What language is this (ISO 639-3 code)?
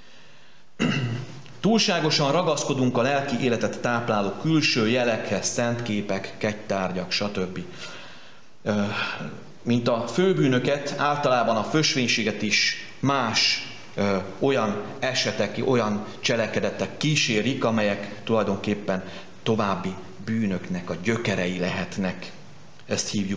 hun